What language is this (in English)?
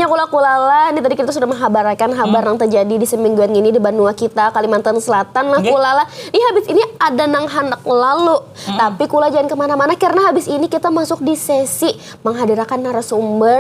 Banjar